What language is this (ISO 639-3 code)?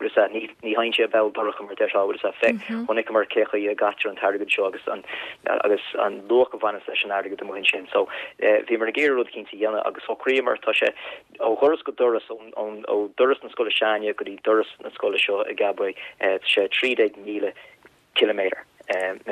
gle